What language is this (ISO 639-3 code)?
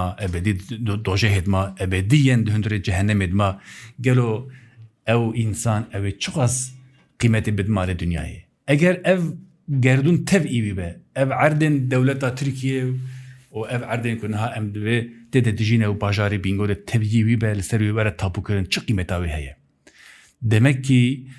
kur